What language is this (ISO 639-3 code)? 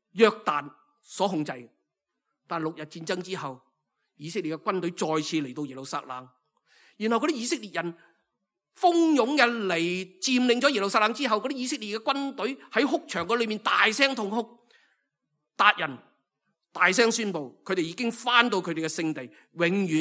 yue